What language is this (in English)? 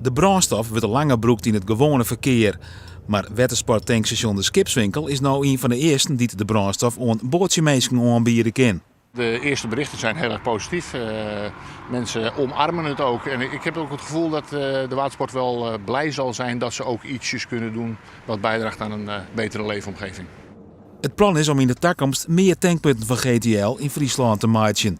Western Frisian